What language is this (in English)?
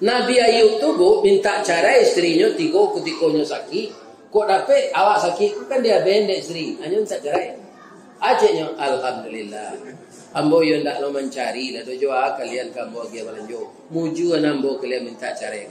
Minangkabau